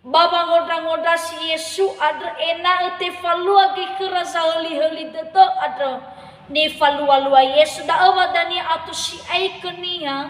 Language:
Nias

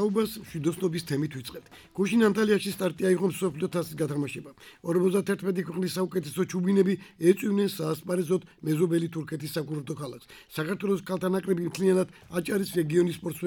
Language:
Georgian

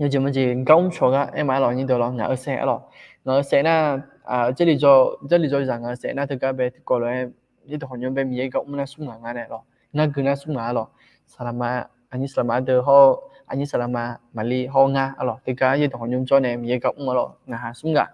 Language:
Akha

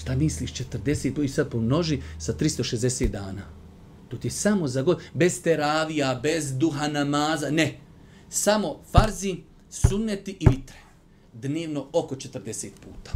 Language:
Bosnian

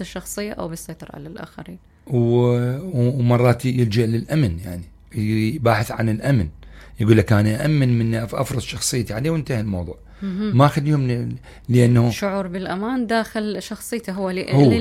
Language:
Mesopotamian Arabic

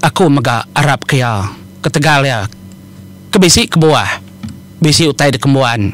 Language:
Iban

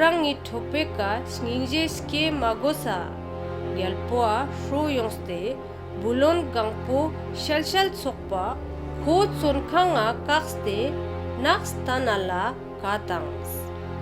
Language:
Ladakhi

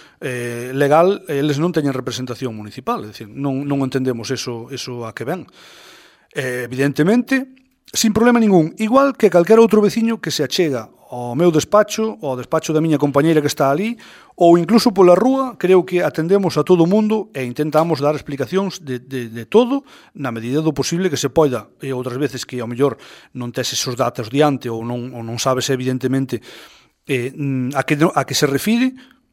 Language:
Galician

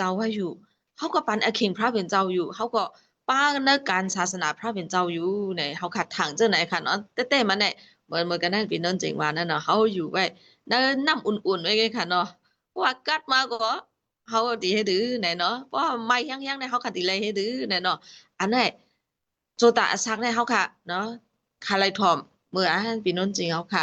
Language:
Shan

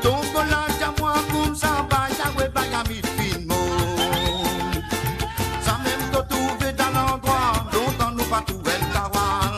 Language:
Morisyen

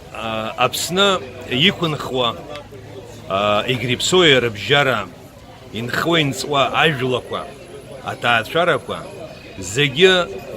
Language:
Abkhazian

